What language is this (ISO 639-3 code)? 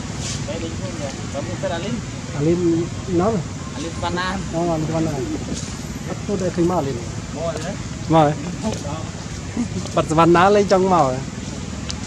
vie